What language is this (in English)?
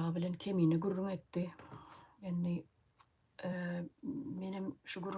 Turkmen